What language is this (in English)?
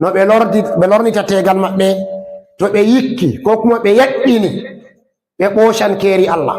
Fula